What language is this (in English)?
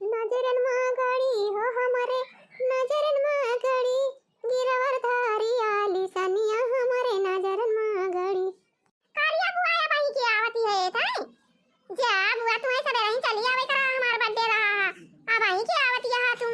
Awadhi